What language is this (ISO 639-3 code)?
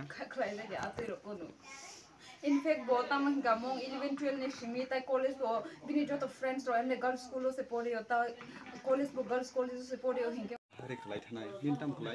ria